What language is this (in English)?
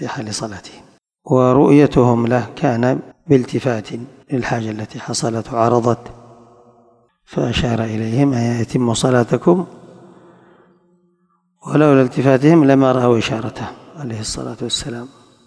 Arabic